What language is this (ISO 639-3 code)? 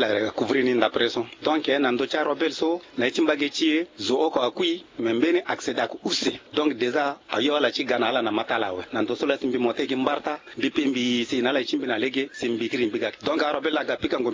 sag